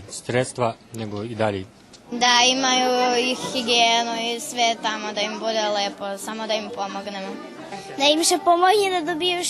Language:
Rusyn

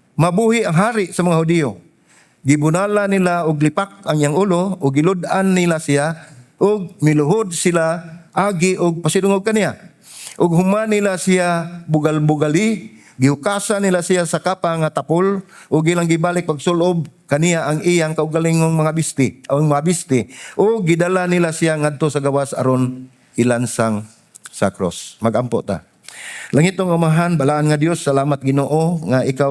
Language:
Cebuano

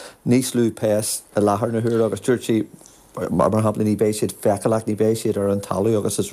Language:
Irish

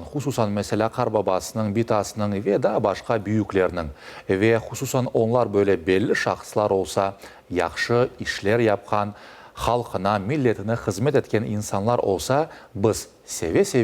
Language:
Crimean Tatar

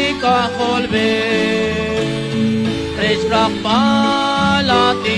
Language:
Kekchí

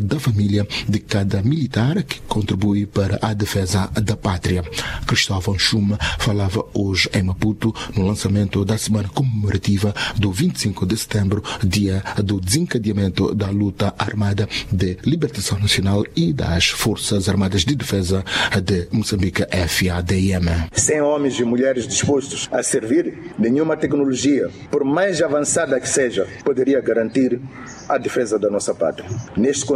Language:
Portuguese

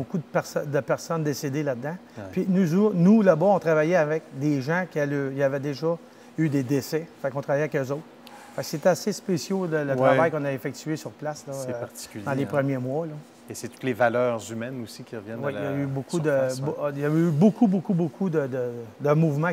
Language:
French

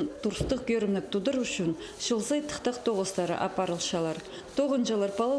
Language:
Khakas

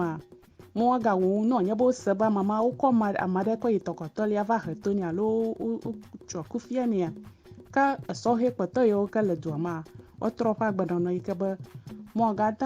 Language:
Ewe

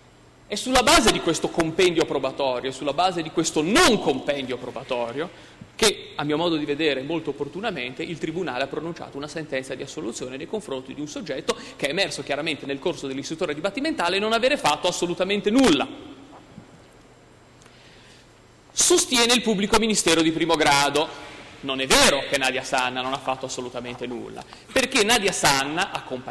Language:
Italian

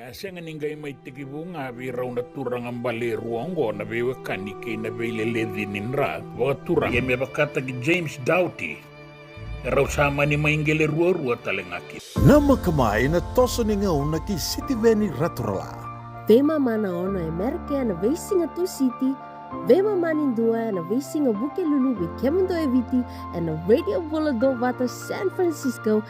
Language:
Fijian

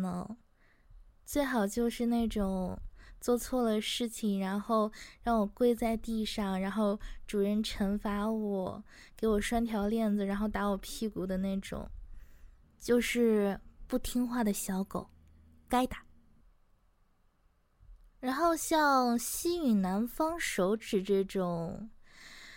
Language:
Chinese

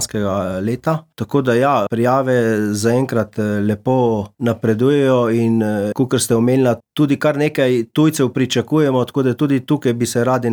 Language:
Slovenian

